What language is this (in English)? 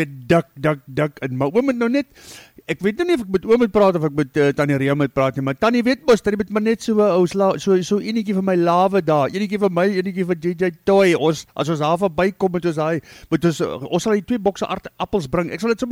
Afrikaans